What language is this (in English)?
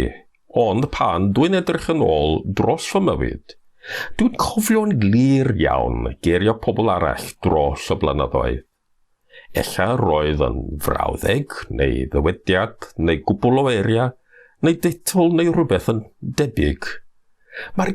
Welsh